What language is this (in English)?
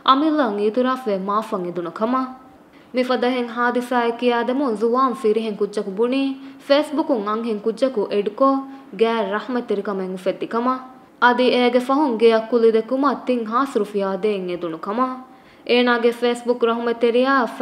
Divehi